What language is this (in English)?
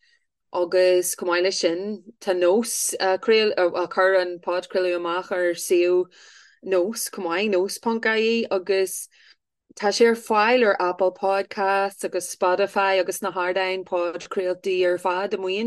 Irish